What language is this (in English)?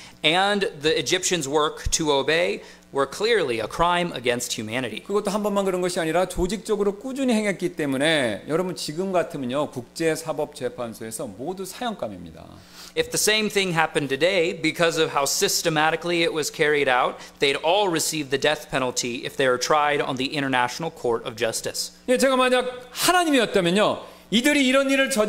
Korean